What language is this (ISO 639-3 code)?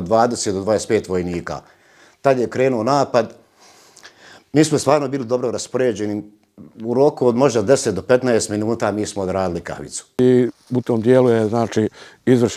bos